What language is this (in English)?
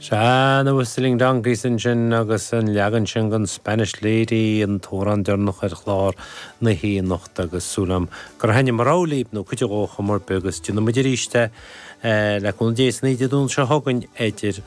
Irish